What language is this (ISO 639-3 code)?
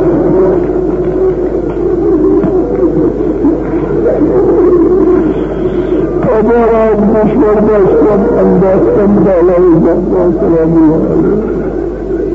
fas